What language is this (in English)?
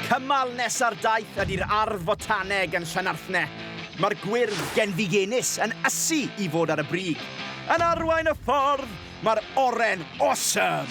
Welsh